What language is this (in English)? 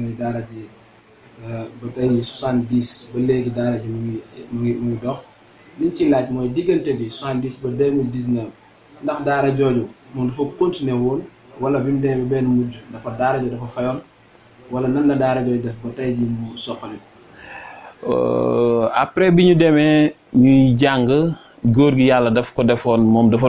Wolof